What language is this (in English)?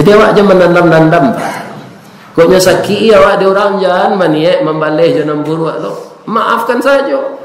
Minangkabau